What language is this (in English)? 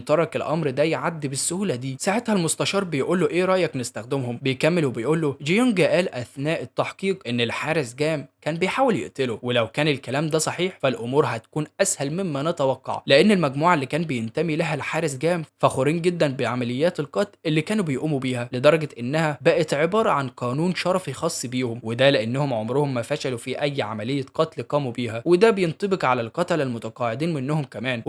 Egyptian Arabic